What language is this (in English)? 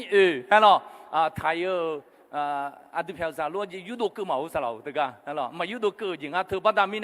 Akha